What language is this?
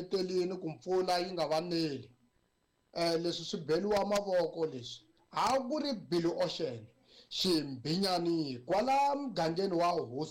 Tsonga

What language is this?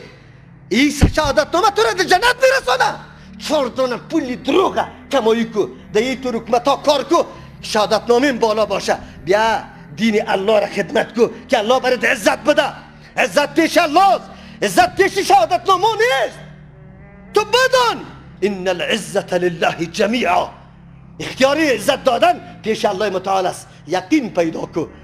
Persian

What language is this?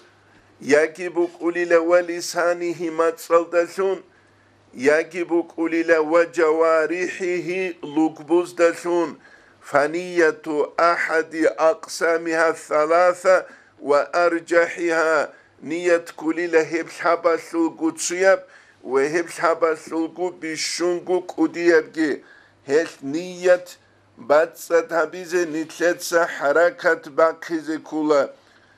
Avaric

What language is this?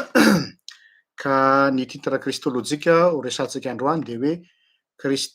Malagasy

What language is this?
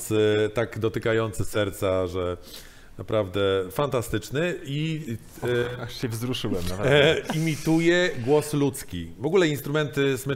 Polish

